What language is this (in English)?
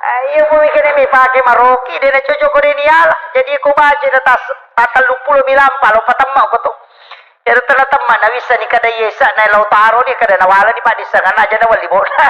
Buginese